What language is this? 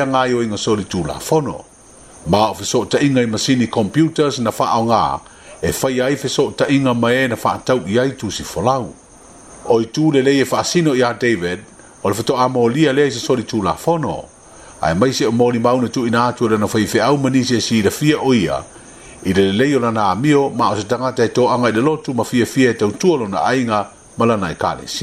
Samoan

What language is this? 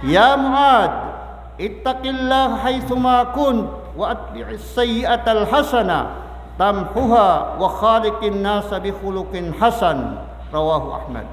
Maranao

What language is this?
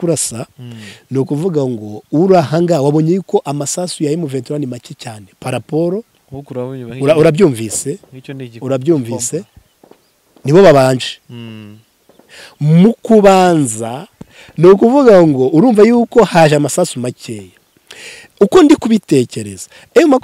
Kinyarwanda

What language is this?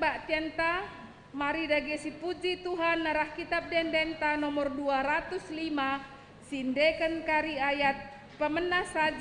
Batak Karo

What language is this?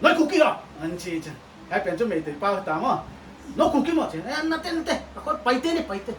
Paite Chin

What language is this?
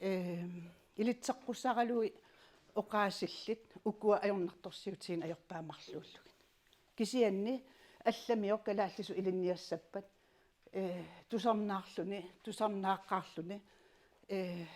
Kalaallisut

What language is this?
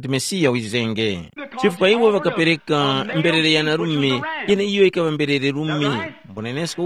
Tumbuka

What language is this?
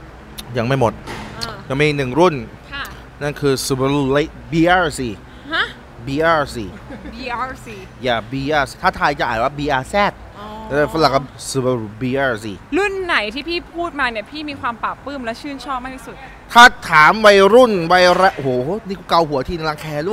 Thai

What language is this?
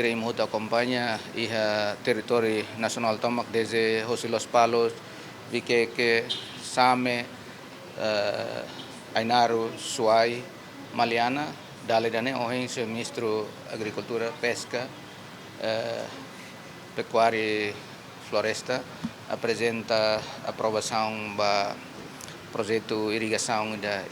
Tetum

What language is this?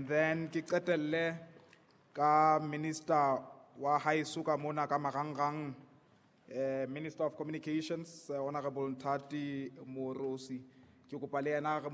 Southern Sotho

